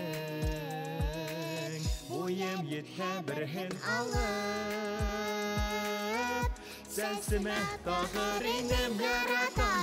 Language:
Bashkir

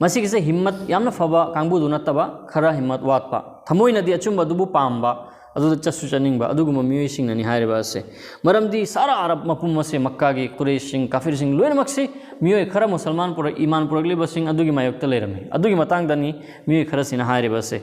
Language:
Manipuri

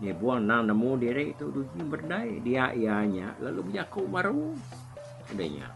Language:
Iban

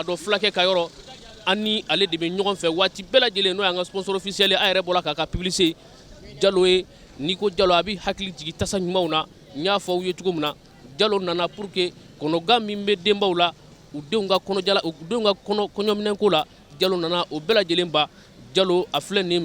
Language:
Bambara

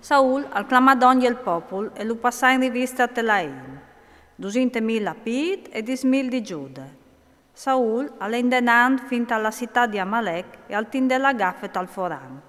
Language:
Friulian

